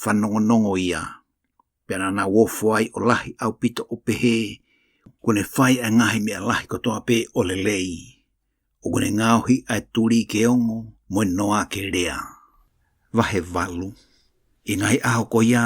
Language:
Tongan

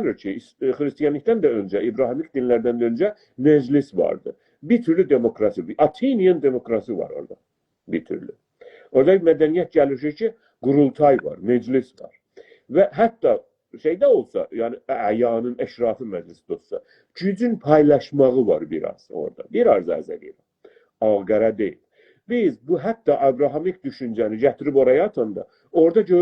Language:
South Azerbaijani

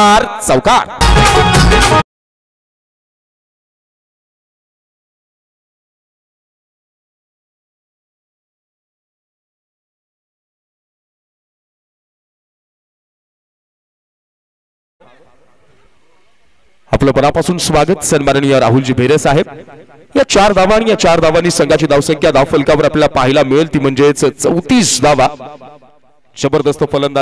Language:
Marathi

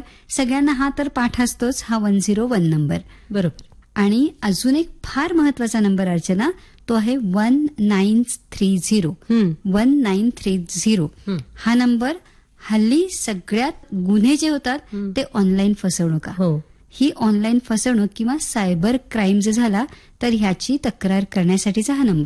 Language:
Marathi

